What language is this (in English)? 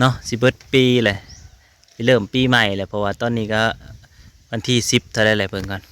Northeastern Thai